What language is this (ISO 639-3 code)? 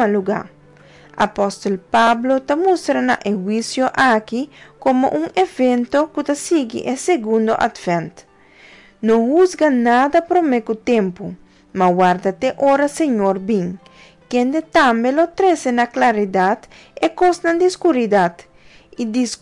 pap